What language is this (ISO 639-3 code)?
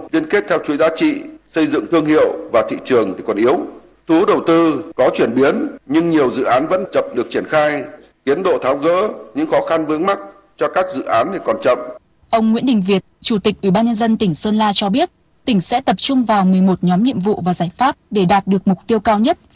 vie